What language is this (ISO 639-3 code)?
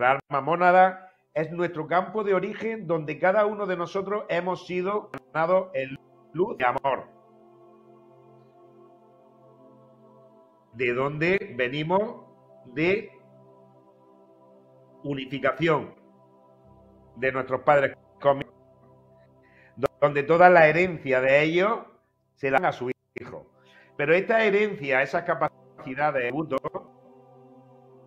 spa